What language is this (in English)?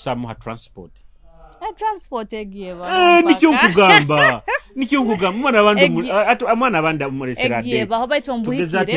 Nyoro